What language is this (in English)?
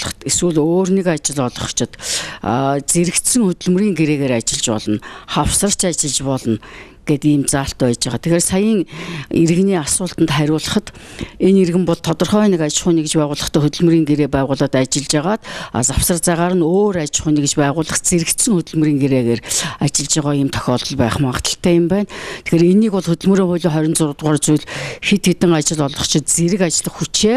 Mongolian